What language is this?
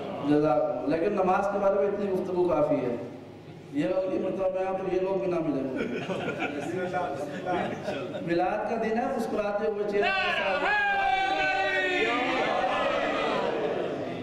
Urdu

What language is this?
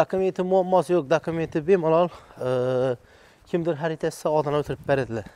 Uzbek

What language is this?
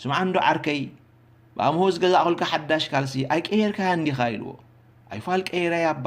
Tigrinya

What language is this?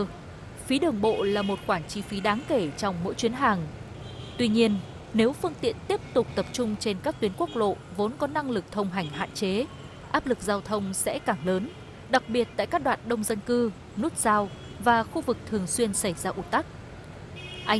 Vietnamese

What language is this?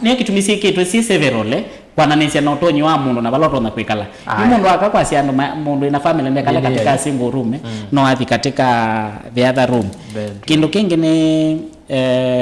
Kamba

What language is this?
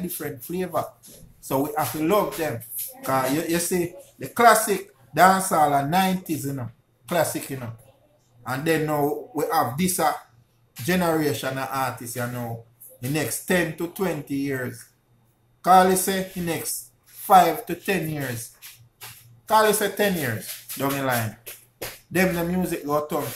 Jamaican Creole English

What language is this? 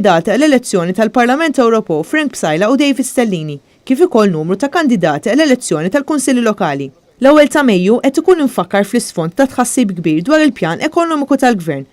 Maltese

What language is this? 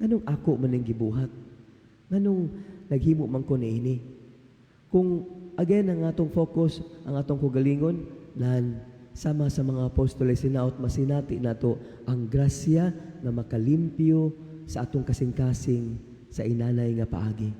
Cebuano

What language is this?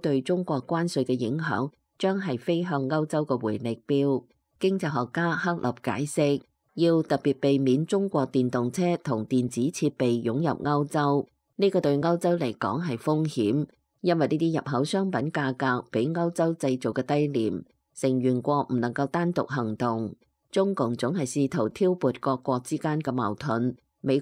Cantonese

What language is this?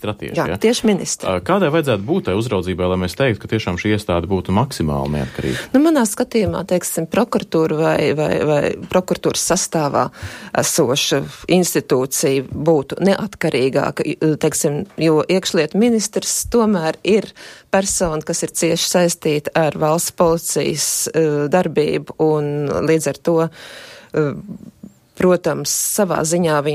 Latvian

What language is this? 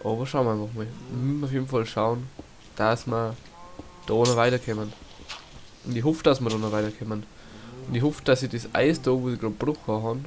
Bavarian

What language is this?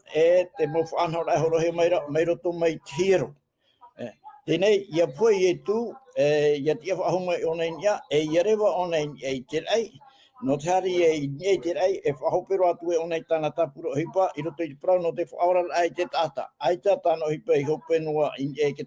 Tahitian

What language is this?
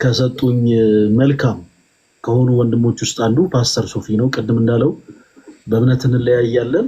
Amharic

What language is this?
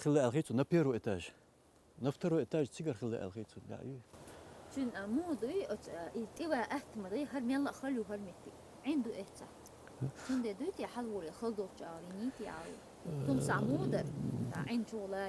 Chechen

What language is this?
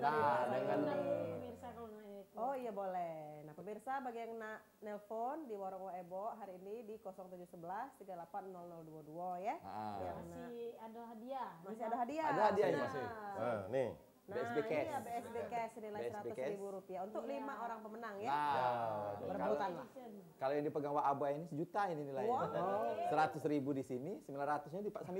Musi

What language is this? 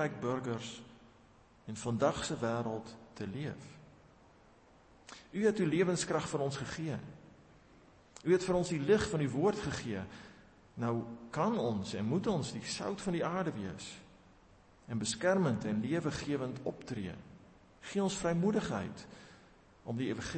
Afrikaans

